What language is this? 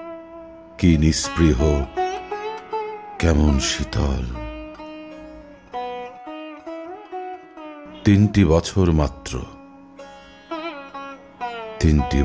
Bangla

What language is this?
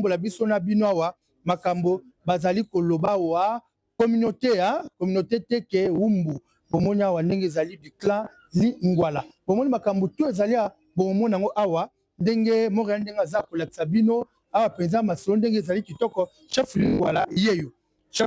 Lingala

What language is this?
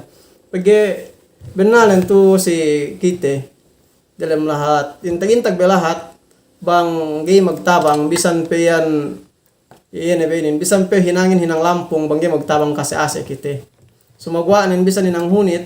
Yakan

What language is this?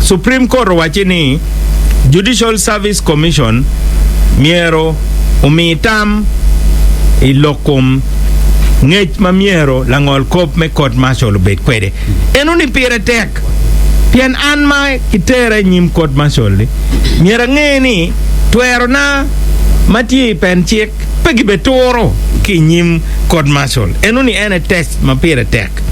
Acoli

